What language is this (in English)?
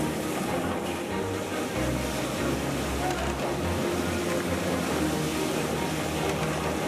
Kazakh